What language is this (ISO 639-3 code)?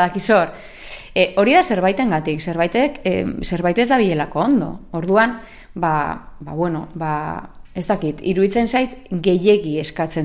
eus